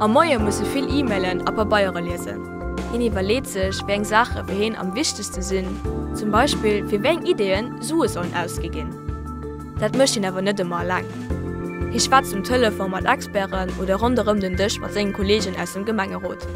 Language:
Luxembourgish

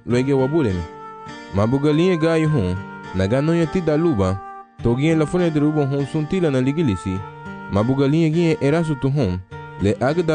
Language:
Garifuna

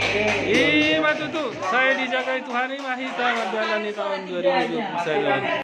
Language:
Batak Toba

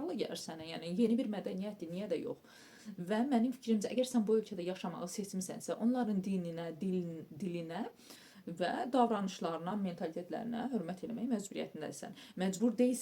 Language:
Azerbaijani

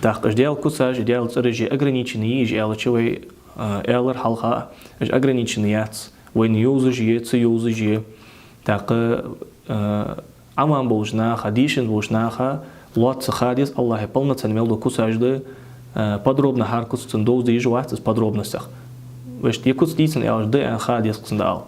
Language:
Ingush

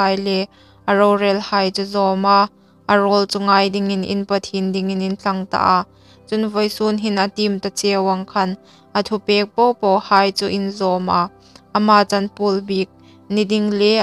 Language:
Hmar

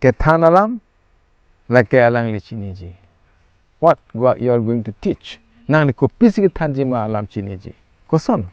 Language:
Karbi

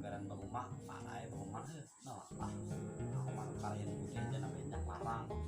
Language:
Banjar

